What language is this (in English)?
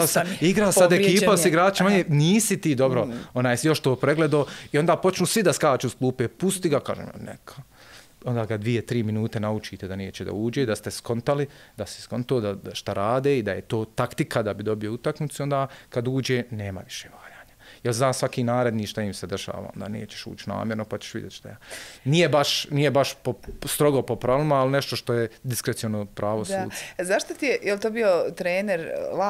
Bosnian